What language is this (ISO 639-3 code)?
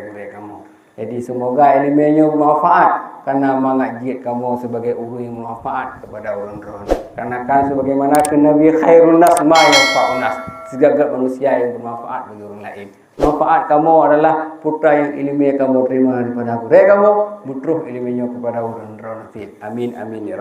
ace